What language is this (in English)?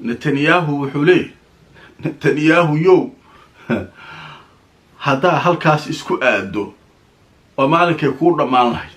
Somali